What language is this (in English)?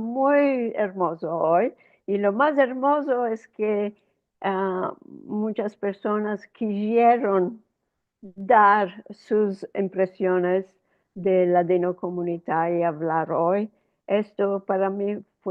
Ladino